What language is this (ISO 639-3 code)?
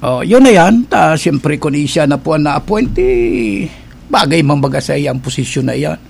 bik